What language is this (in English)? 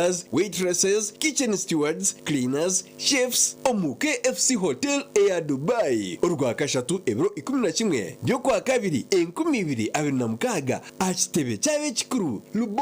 Nyankole